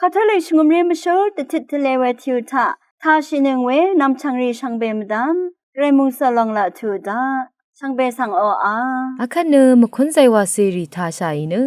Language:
Rawang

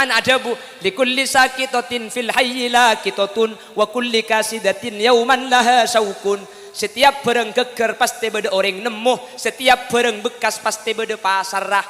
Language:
Madurese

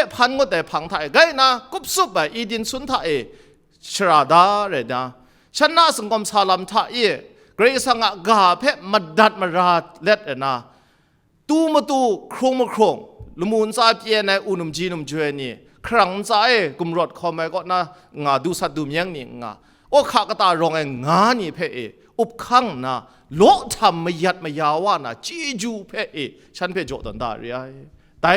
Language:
Kachin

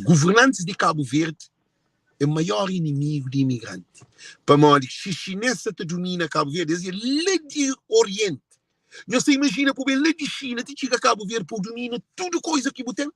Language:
Kabuverdianu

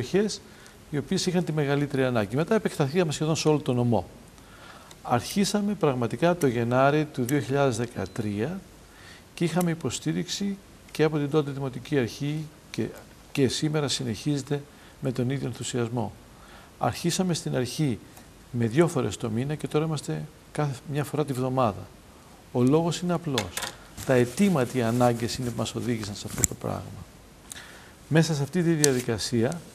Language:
Greek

